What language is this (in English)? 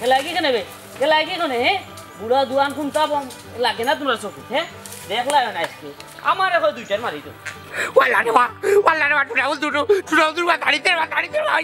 Sylheti